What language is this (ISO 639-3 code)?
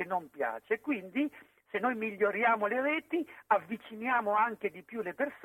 ita